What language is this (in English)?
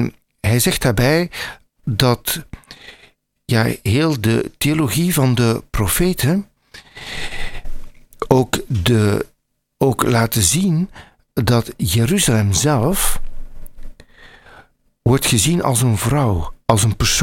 Dutch